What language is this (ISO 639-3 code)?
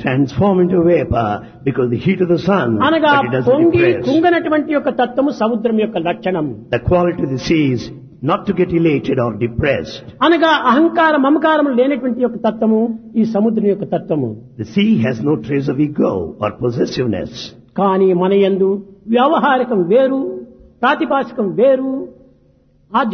tel